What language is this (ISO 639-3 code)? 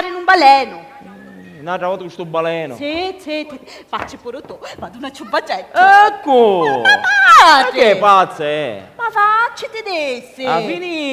scn